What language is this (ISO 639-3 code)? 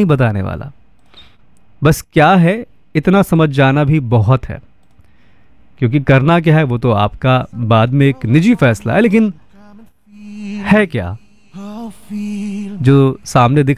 hin